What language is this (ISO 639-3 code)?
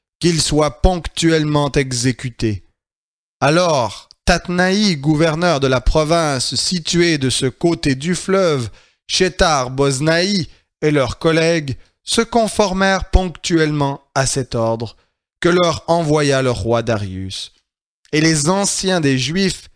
fra